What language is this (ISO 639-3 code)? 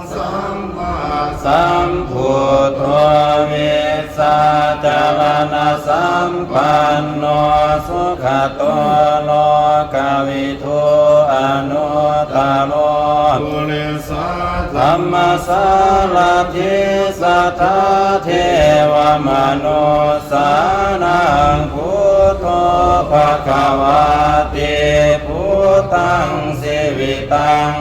pli